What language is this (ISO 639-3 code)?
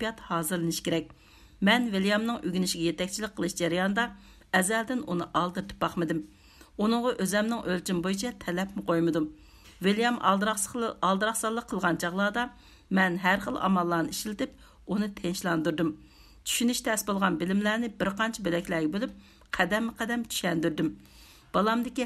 uig